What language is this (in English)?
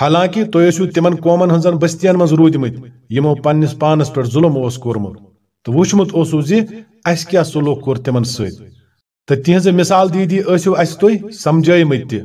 Kashmiri